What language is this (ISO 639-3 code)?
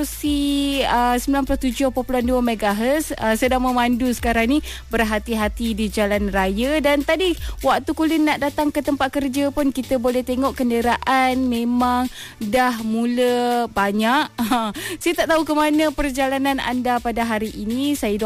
msa